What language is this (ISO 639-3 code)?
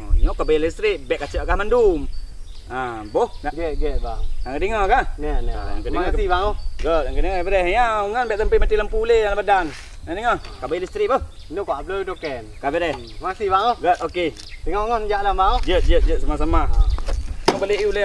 ace